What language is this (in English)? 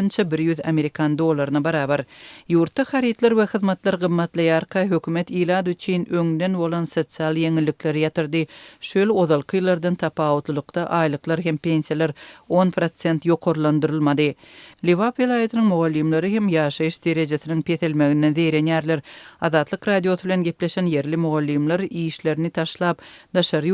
Turkmen